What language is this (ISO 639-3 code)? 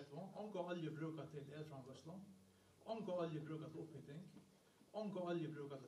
fao